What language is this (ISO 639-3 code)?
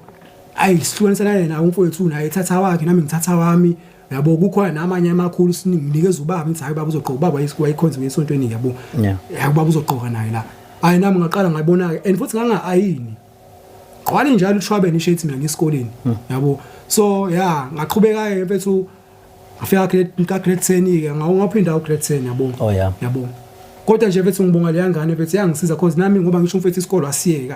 zul